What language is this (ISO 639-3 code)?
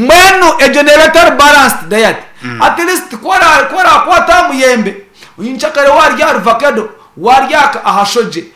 nyn